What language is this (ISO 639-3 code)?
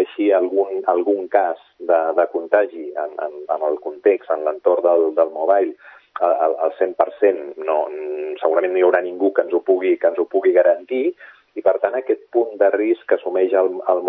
cat